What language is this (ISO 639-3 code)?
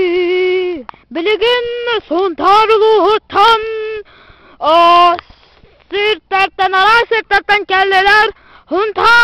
sah